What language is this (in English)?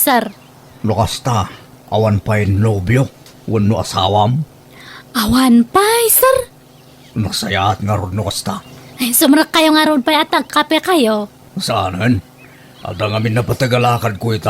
Iloko